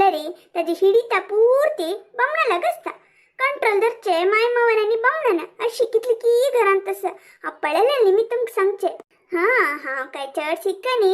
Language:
Konkani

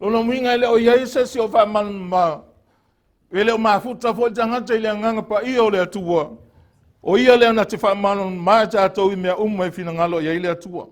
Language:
Samoan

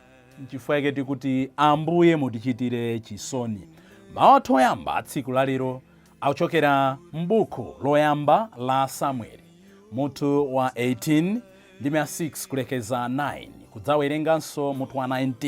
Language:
Nyanja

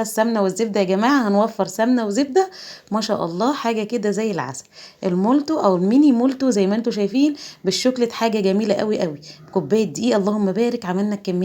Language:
Egyptian Arabic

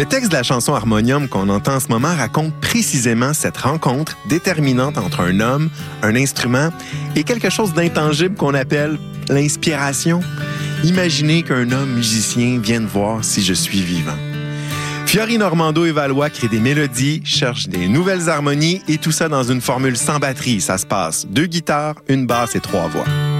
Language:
French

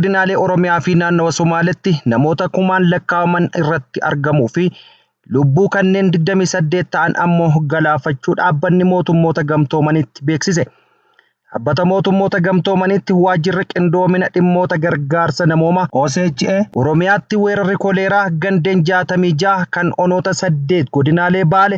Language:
Oromo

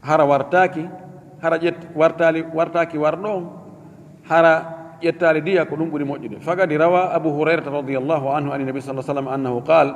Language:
Fula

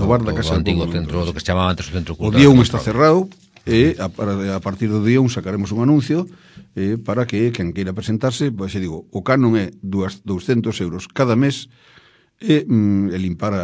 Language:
Galician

